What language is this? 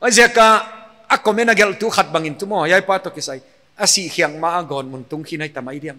Paite Chin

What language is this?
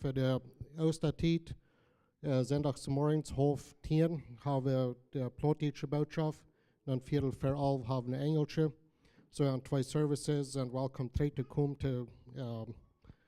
Plautdietsch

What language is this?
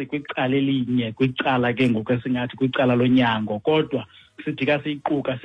Xhosa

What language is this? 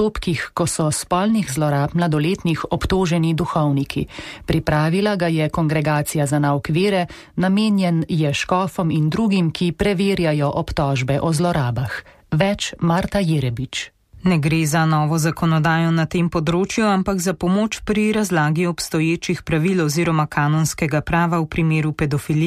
Slovenian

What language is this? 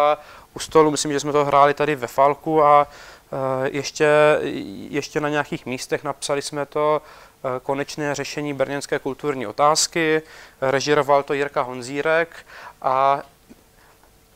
Czech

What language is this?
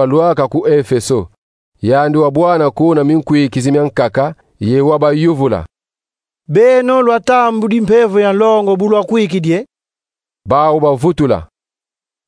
Kongo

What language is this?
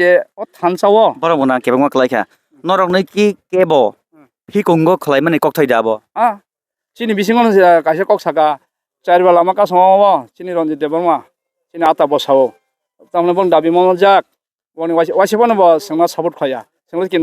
Kok Borok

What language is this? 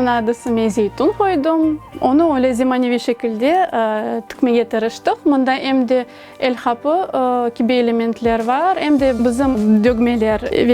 Crimean Tatar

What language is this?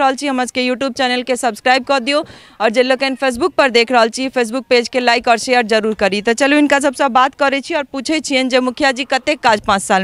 Maithili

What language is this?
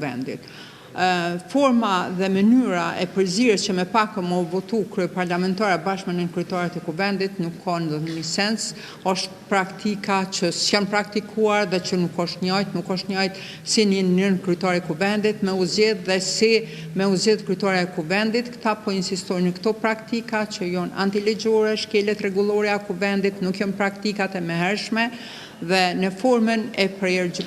Albanian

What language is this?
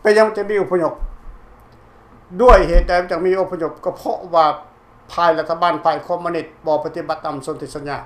Lao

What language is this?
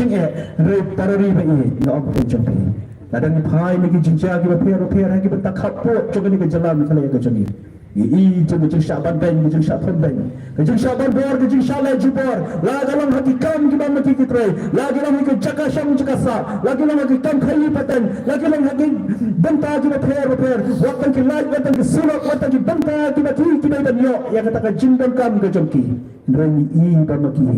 Khasi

